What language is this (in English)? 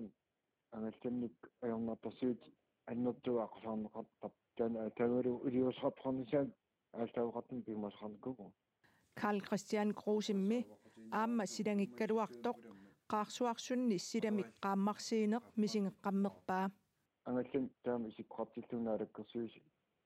Kalaallisut